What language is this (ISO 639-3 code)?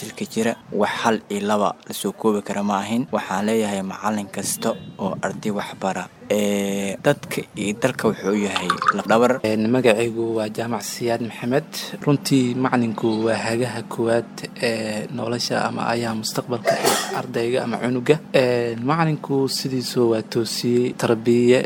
som